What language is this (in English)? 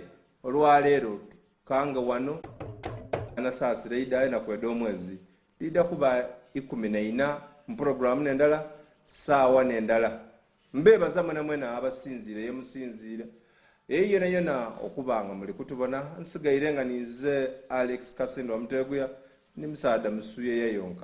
Soga